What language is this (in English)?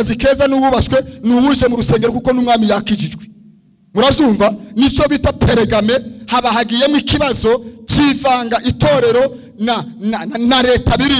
Kinyarwanda